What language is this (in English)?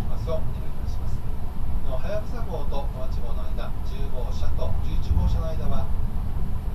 Japanese